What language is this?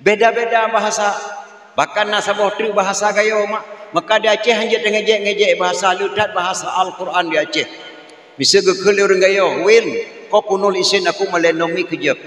Achinese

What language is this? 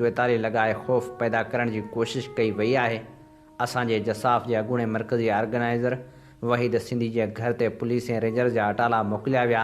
Sindhi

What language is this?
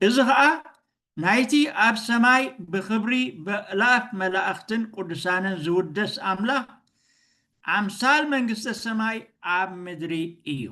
Tigrinya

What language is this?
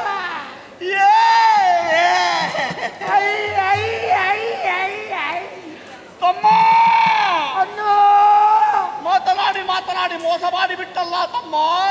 Kannada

